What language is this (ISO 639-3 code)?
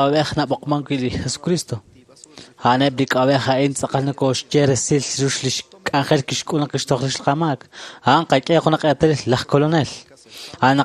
kek